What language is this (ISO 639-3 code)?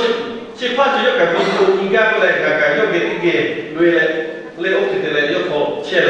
lhu